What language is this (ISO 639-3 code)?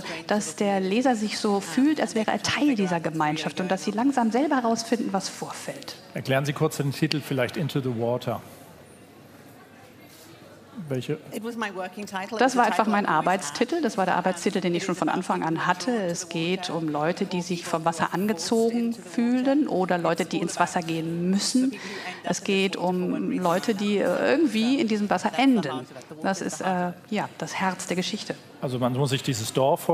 deu